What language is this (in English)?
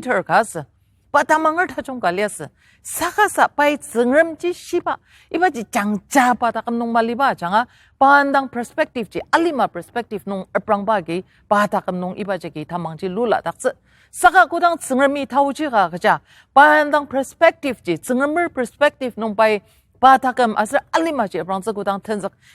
Ao Naga